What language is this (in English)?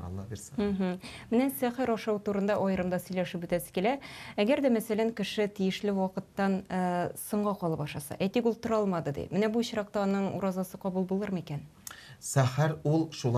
Tatar